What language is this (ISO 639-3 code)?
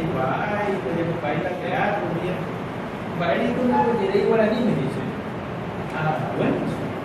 grn